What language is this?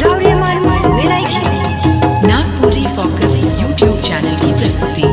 Sadri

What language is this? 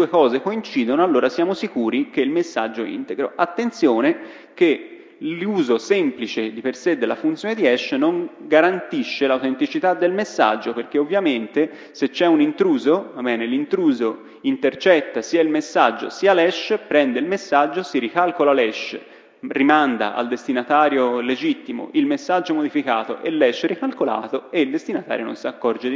Italian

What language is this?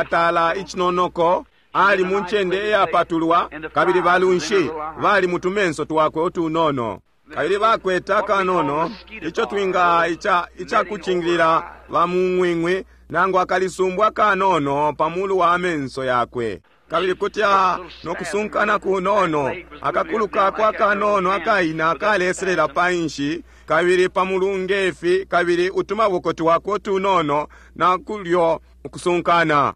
Bemba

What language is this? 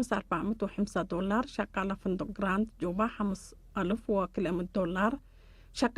Tigre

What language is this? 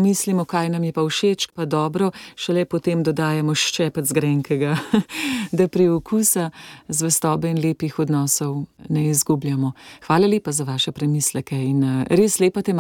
Slovenian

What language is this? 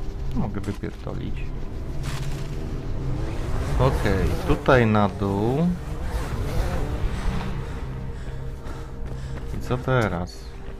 Polish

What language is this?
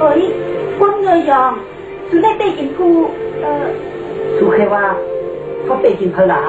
Shan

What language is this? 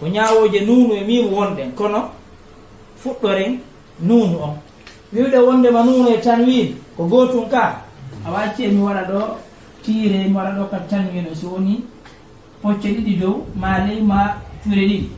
Fula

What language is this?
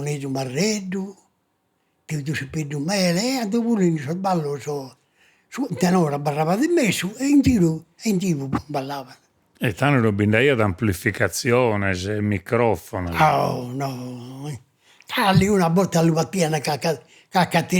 Sardinian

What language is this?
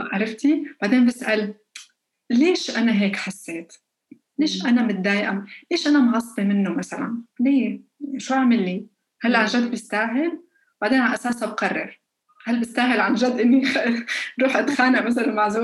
North Levantine Arabic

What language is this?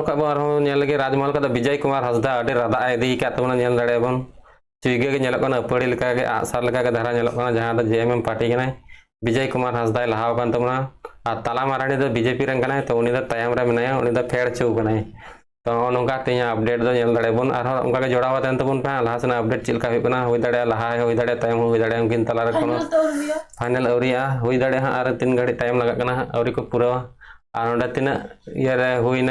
Santali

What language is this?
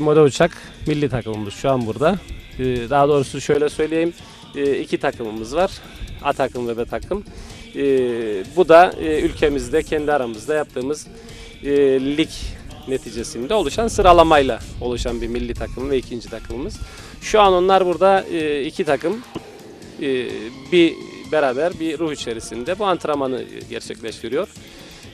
Turkish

